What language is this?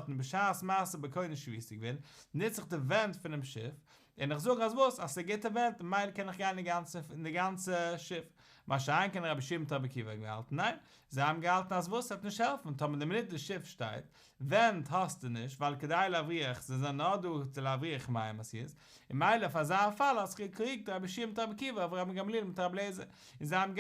Yiddish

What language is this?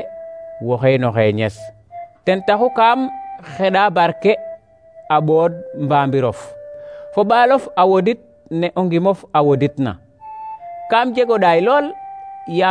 Serer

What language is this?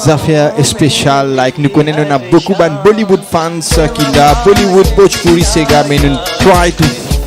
Morisyen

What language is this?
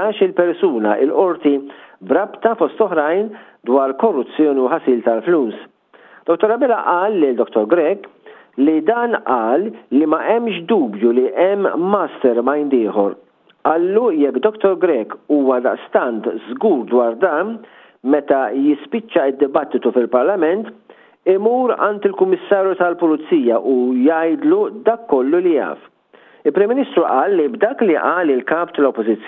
Maltese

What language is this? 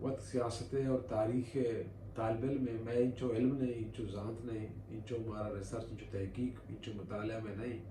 Baluchi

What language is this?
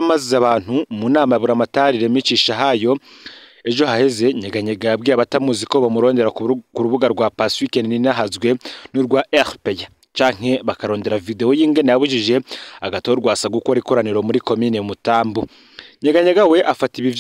Rundi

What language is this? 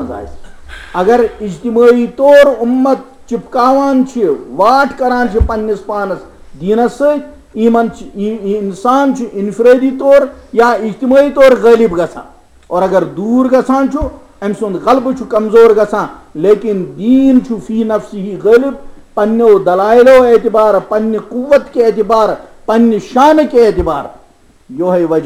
Kashmiri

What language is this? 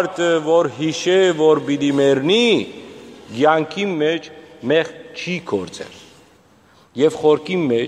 Western Armenian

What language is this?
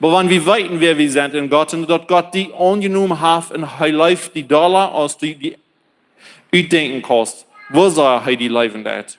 Plautdietsch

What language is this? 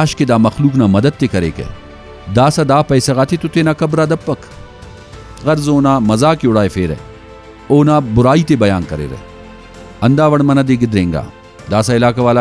Brahui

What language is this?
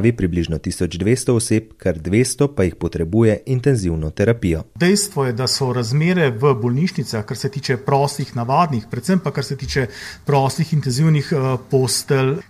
Slovenian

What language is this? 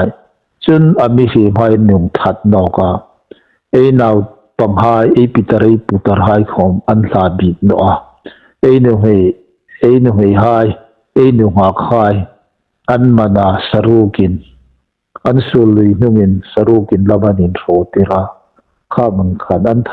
Hmar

